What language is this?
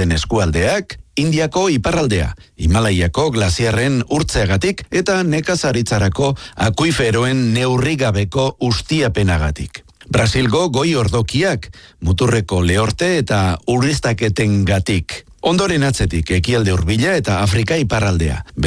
Basque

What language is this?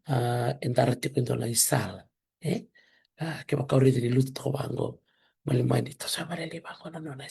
Fijian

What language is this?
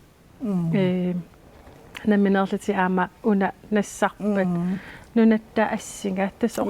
Kalaallisut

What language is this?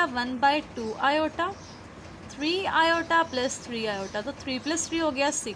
Hindi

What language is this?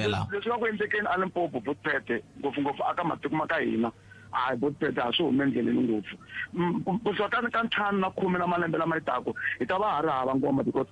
Tsonga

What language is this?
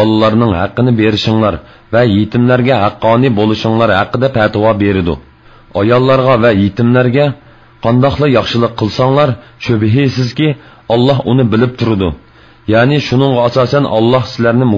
Uyghur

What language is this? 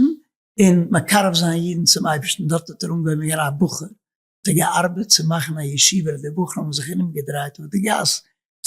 Yiddish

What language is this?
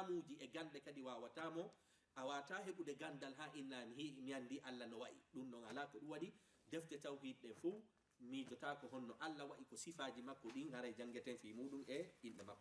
Fula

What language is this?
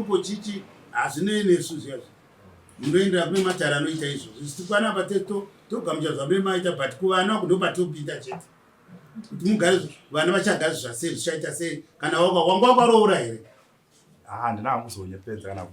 Shona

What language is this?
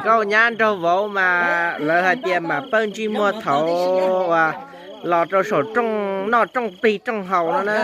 Hmong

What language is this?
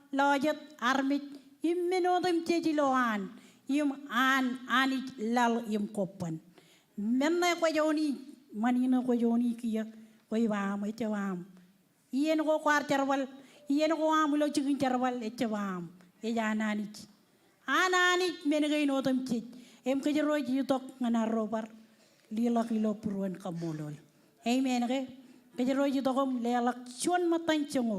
Marshallese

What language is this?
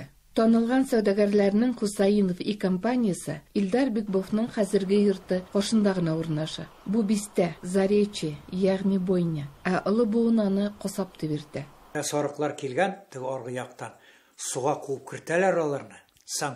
Tatar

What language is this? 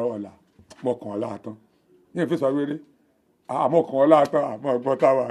Yoruba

